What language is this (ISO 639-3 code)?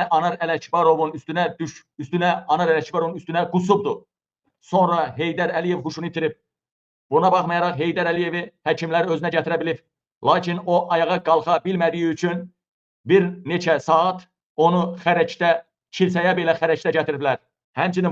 aze